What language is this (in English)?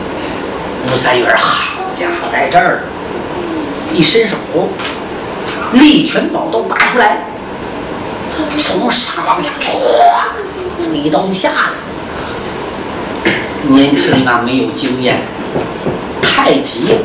Chinese